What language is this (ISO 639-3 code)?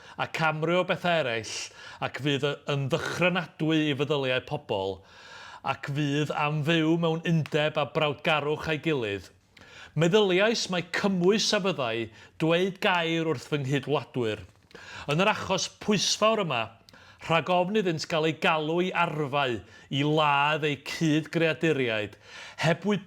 cym